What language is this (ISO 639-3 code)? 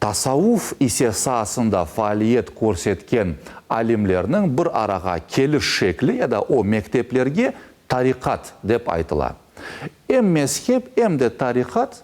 crh